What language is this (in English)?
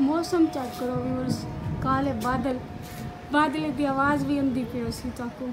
Saraiki